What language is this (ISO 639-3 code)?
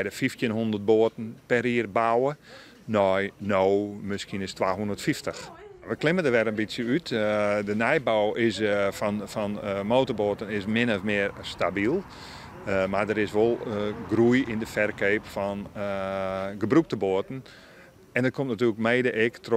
fry